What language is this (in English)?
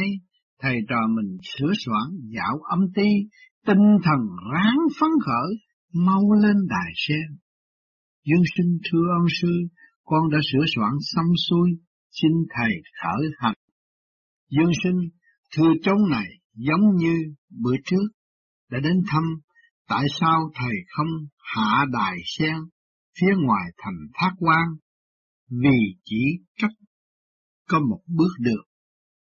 Vietnamese